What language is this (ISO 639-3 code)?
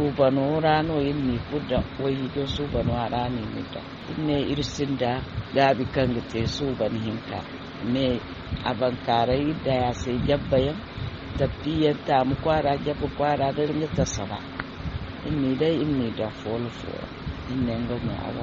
dje